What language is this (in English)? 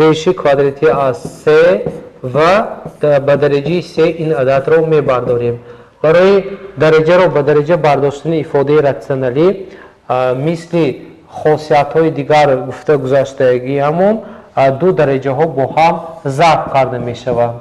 Tajik